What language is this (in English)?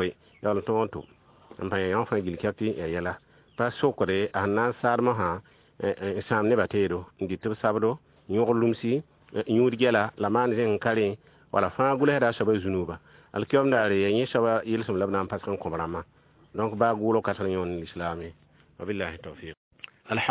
Mossi